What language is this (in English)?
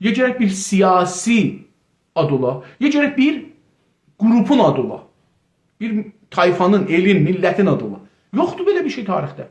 South Azerbaijani